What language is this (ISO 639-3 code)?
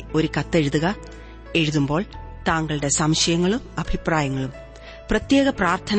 mal